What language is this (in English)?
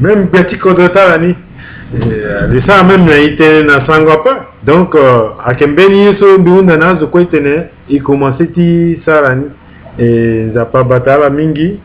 Sango